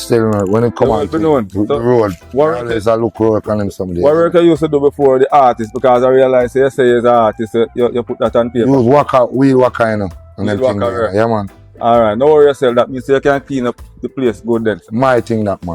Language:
Jamaican Creole English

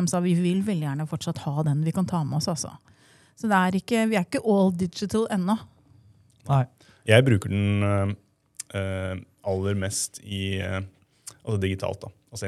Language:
Norwegian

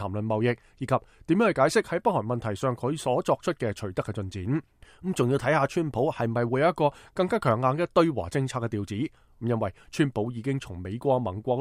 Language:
Cantonese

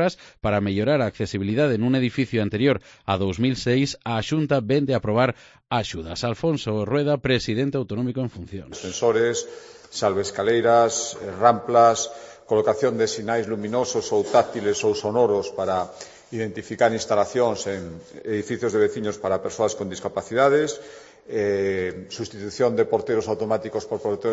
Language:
Galician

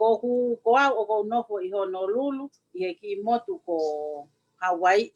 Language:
Tongan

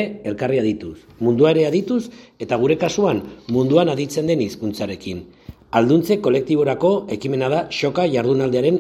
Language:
Basque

